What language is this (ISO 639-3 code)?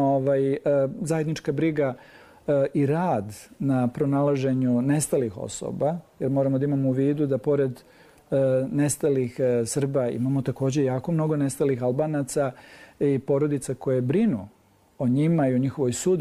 srp